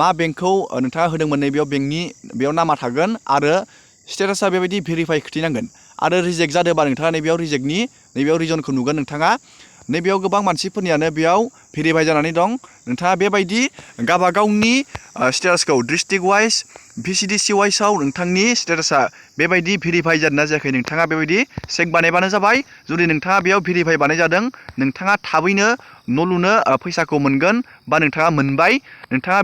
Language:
Bodo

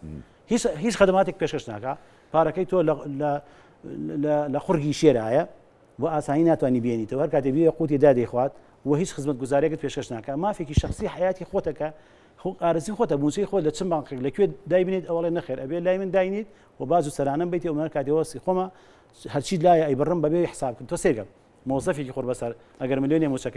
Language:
Central Kurdish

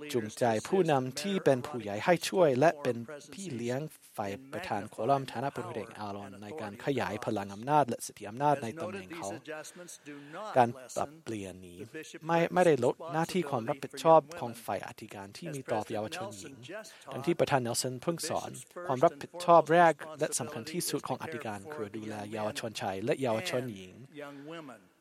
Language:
Thai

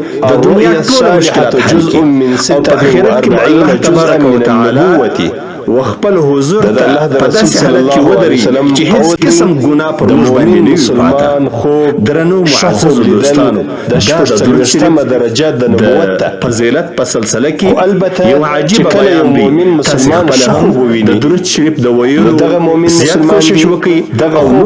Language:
Pashto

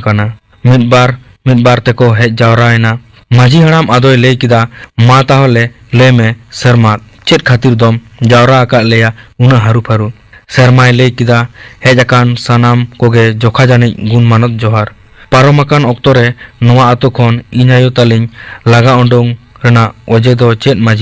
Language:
Santali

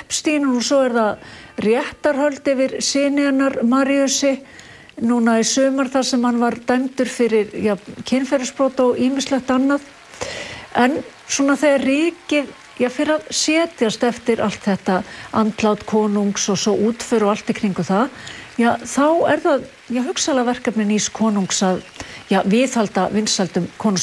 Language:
Icelandic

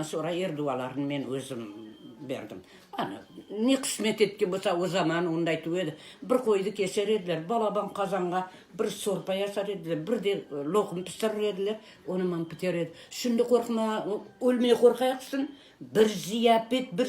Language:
Crimean Tatar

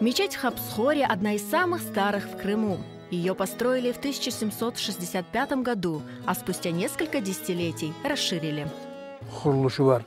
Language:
Crimean Tatar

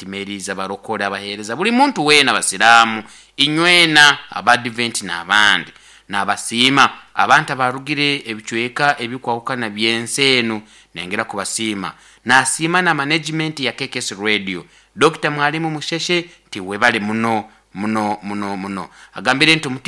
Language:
Nyankole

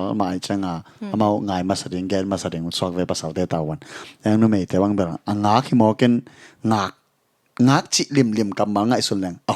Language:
Tedim Chin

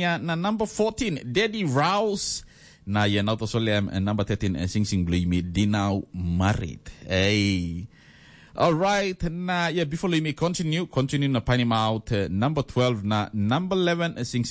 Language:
Tok Pisin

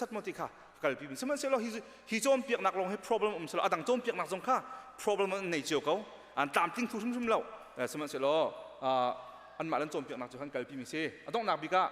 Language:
Hakha Chin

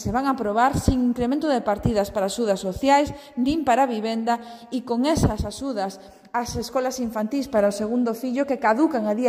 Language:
Galician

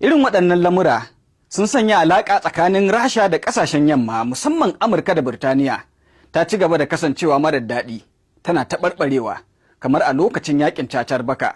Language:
Hausa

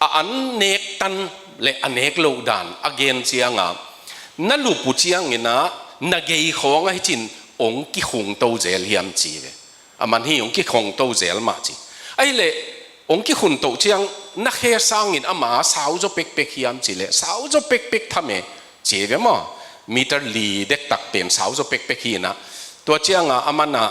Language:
Tedim Chin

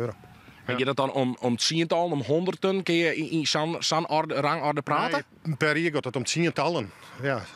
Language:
Western Frisian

